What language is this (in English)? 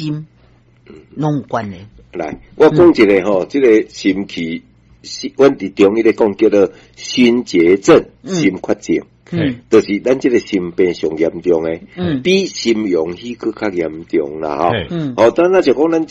Min Nan Chinese